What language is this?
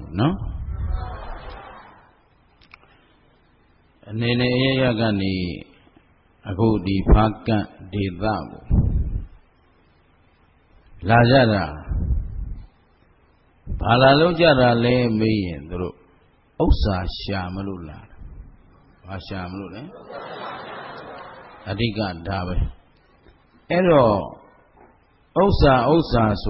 Burmese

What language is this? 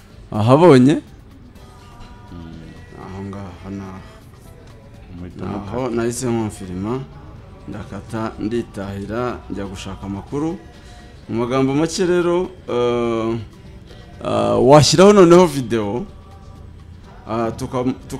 Kinyarwanda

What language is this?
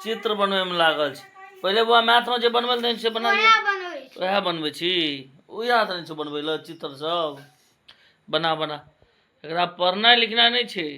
Maithili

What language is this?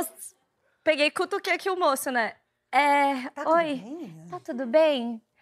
Portuguese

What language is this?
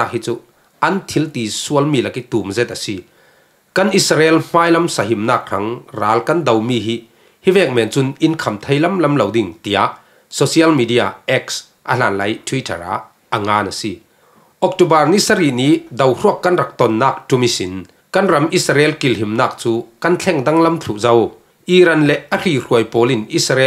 Falam Chin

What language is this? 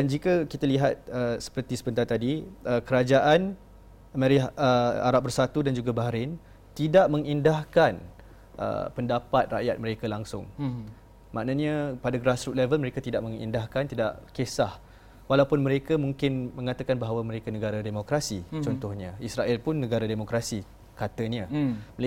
Malay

